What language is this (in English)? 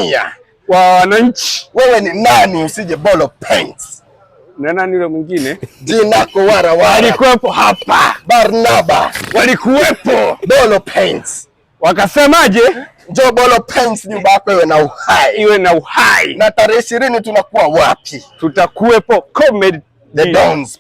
Swahili